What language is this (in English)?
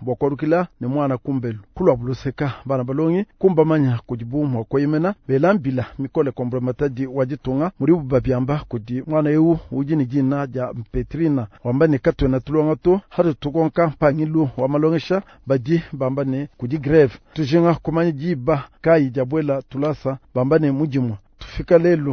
Luba-Lulua